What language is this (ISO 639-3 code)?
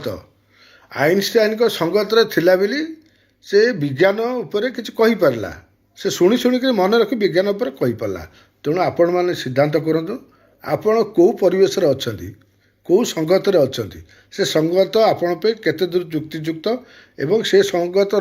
ori